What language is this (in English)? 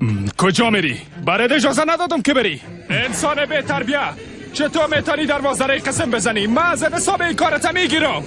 Persian